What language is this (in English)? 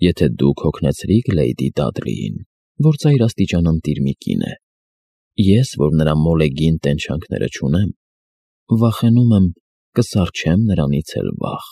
Armenian